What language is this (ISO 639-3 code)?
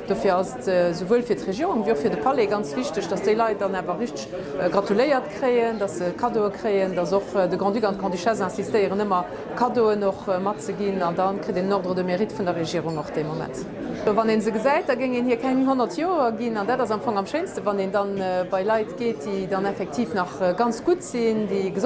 ltz